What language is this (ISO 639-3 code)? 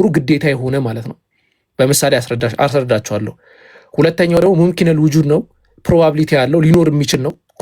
amh